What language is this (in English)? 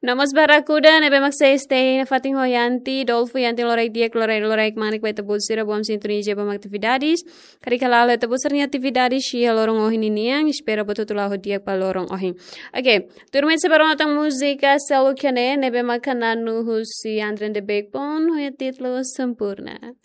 Tetum